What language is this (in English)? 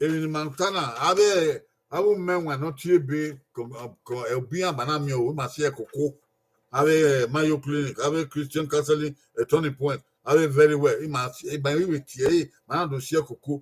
Bini